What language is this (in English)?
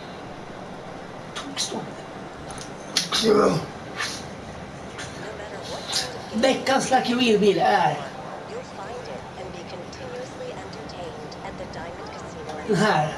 Swedish